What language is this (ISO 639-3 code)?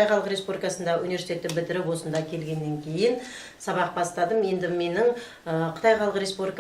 kaz